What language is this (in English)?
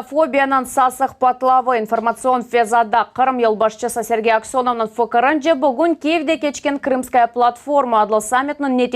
Crimean Tatar